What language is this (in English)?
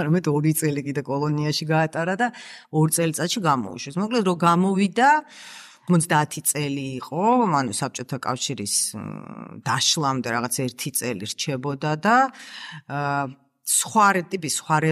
Georgian